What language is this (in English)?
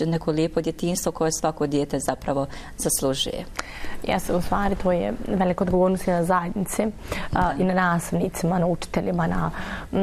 Bosnian